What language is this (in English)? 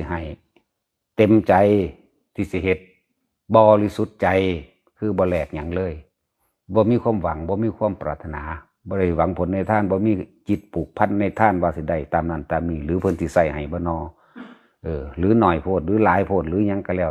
Lao